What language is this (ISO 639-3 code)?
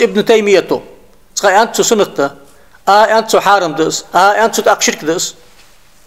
inh